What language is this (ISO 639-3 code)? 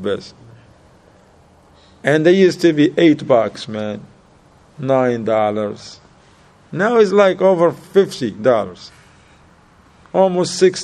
eng